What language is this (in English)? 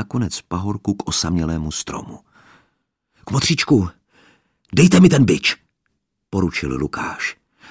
Czech